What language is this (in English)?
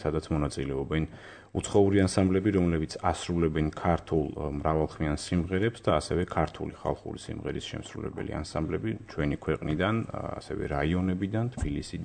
Georgian